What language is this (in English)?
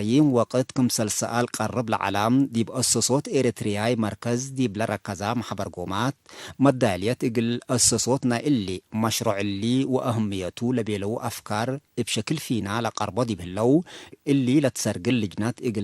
Tigre